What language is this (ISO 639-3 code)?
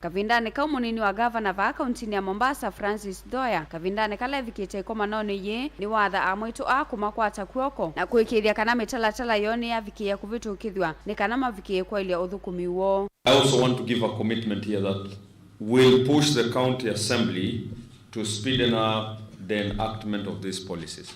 kam